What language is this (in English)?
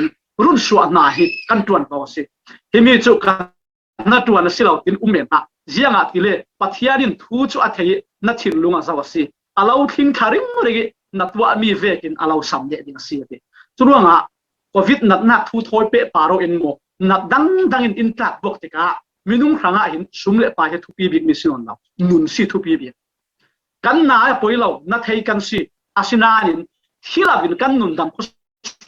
Falam Chin